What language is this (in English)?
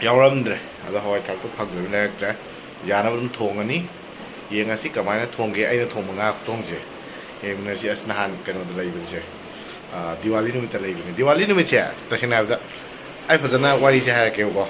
Manipuri